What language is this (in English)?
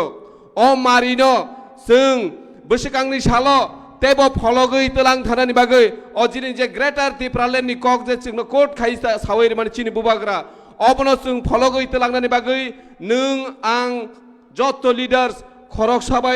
Kok Borok